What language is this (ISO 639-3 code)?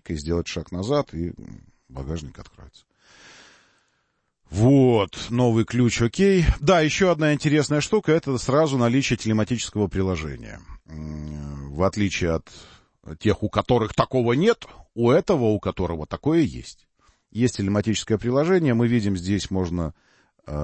rus